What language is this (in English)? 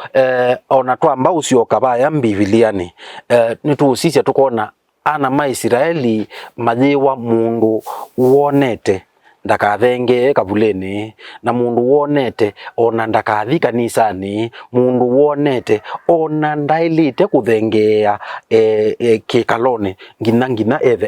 Kamba